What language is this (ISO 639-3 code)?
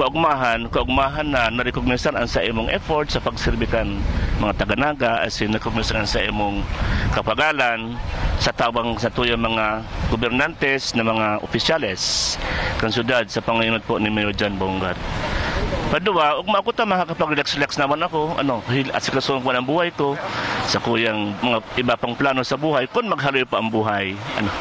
bik